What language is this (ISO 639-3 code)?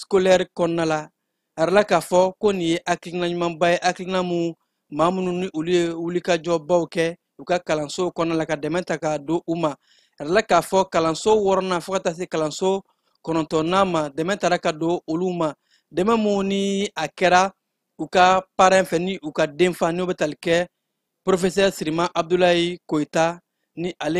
bam